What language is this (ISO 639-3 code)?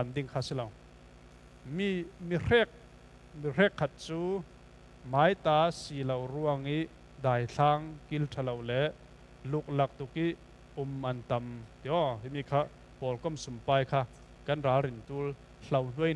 cfm